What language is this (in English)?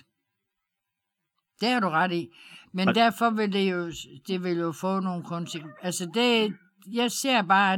Danish